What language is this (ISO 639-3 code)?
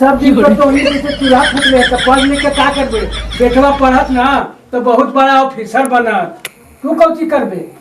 mag